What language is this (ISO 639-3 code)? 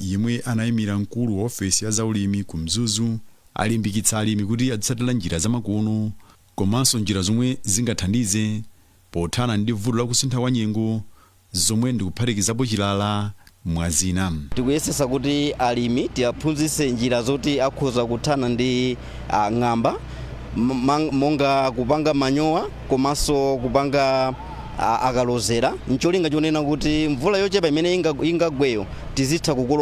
nya